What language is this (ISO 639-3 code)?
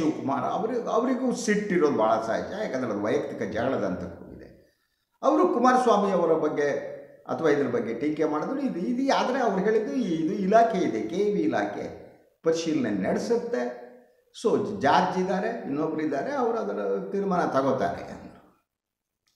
kan